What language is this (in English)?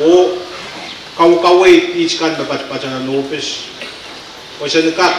Pohnpeian